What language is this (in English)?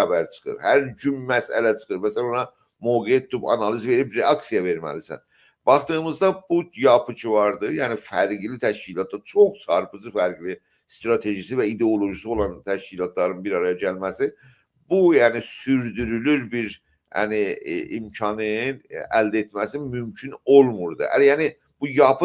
South Azerbaijani